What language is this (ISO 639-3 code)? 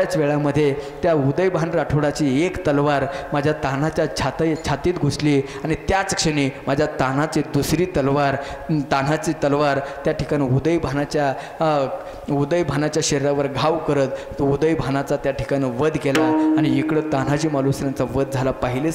mar